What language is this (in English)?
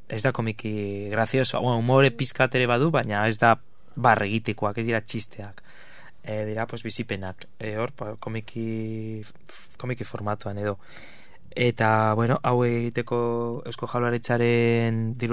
Basque